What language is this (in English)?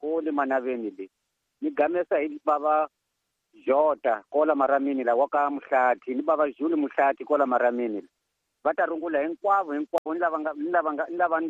Tsonga